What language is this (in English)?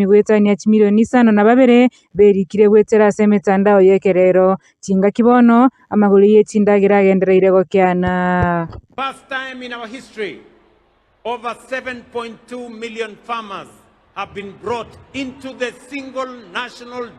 Gusii